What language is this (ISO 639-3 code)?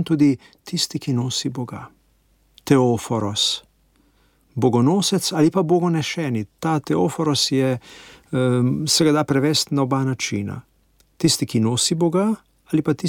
slv